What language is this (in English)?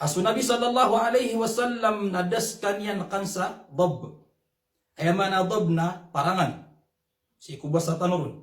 Maranao